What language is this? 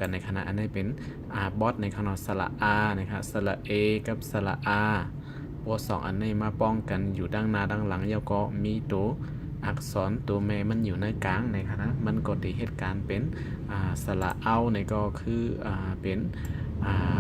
Shan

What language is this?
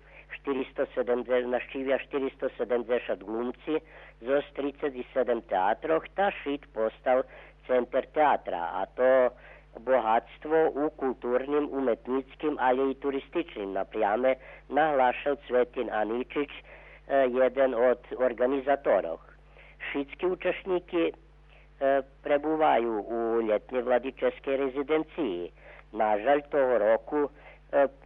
Rusyn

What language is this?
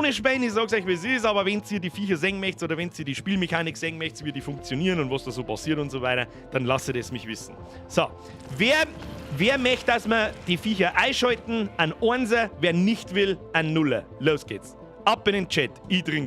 Bavarian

